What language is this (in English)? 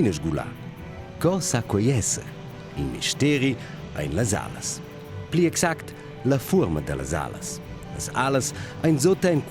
Romansh